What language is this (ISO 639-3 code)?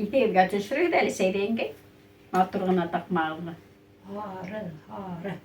bak